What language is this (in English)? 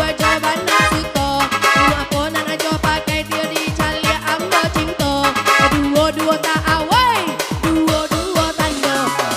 Minangkabau